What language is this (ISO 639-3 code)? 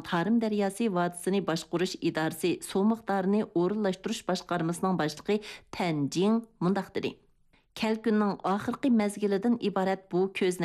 uig